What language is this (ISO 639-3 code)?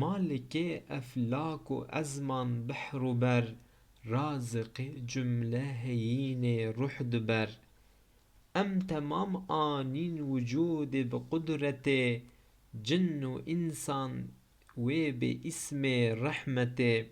kur